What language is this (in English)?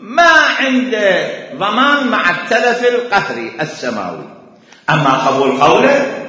Mesopotamian Arabic